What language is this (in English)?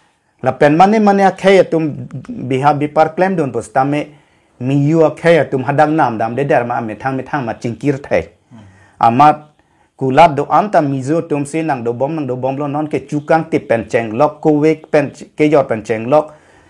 Karbi